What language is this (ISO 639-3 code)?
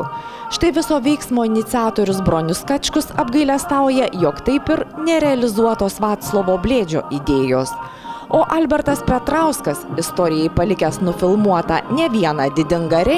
lit